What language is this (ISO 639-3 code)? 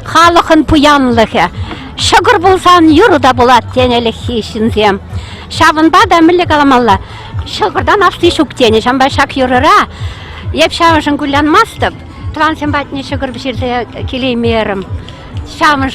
chv